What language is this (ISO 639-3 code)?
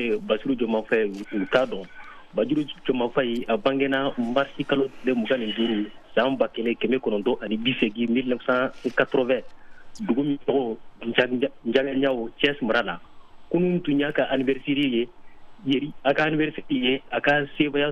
bam